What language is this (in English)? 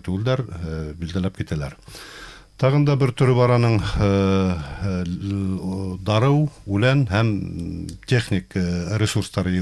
Bashkir